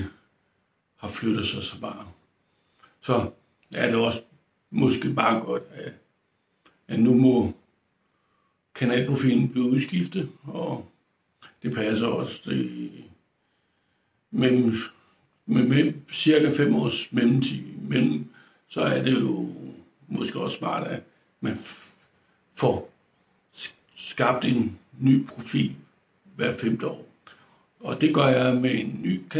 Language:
Danish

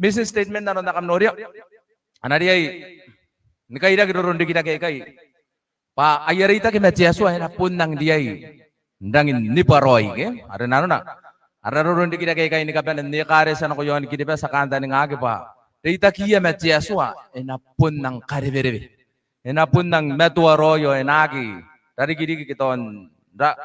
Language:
Gilbertese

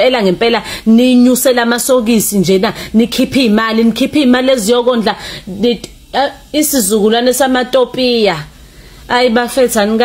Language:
Zulu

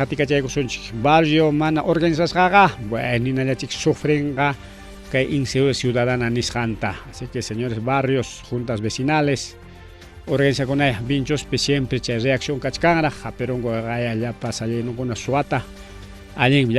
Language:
Ayacucho Quechua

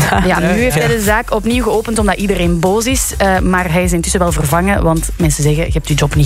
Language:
Dutch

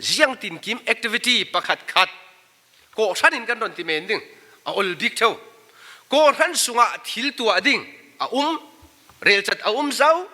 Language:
Falam Chin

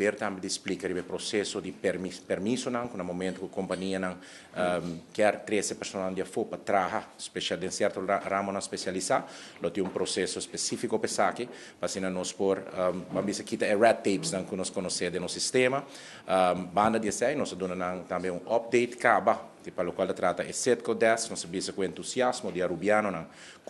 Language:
Papiamento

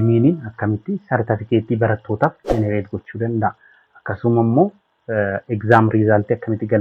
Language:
Oromo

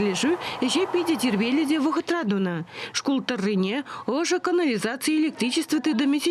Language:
Chuvash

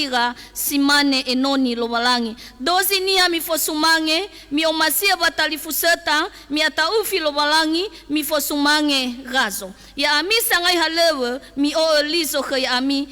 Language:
Nias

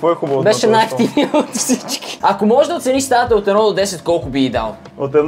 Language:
Bulgarian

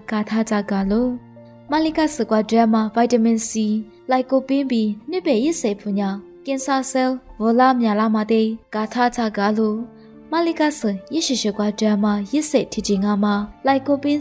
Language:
Lisu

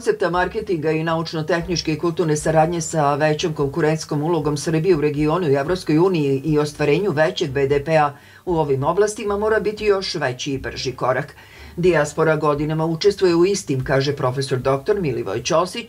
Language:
Serbian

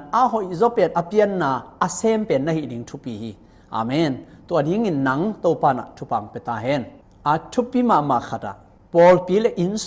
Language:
Tedim Chin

